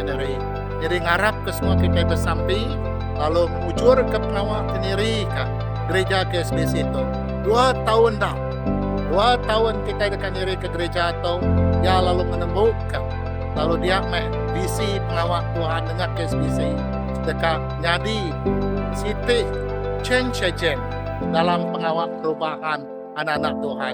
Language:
Iban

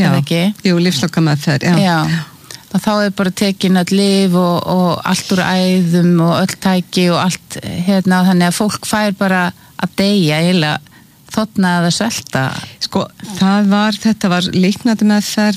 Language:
Icelandic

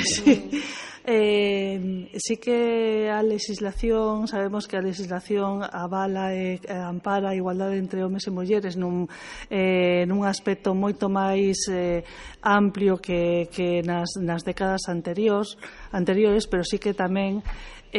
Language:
Galician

